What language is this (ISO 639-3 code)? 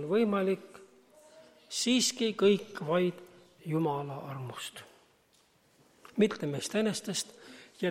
est